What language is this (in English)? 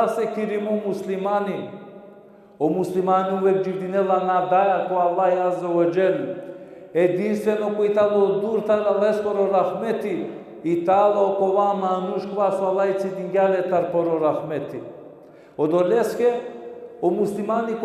Balkan Romani